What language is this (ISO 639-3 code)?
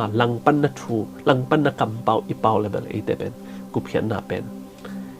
ctd